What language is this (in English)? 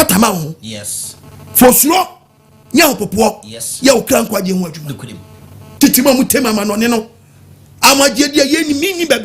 Akan